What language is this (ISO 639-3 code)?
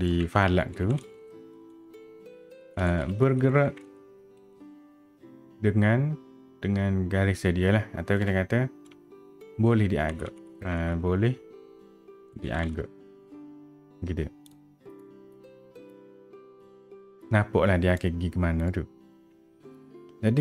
msa